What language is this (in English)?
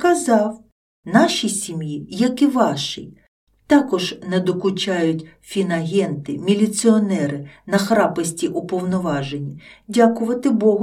Ukrainian